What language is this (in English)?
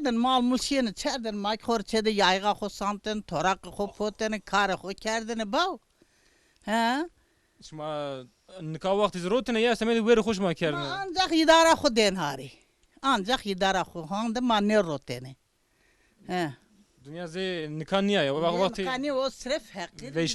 Zaza